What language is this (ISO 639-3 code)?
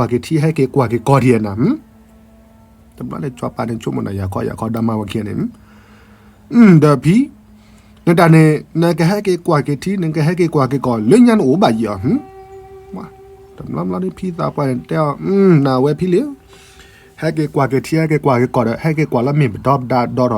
ksw